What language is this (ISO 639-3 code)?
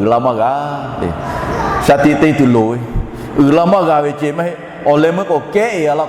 lhu